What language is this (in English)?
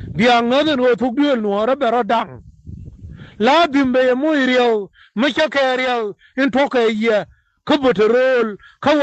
Nuer